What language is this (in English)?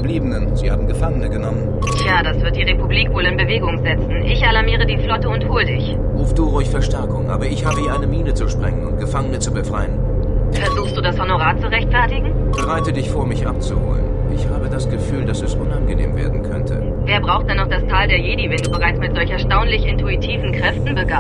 Bavarian